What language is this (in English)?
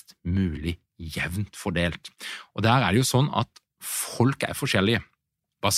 Norwegian